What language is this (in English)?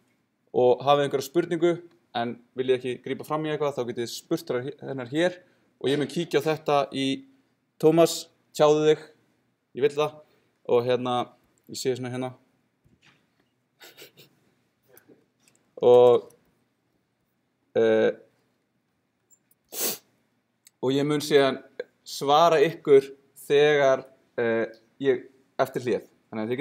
Icelandic